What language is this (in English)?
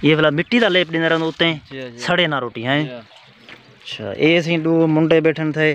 Saraiki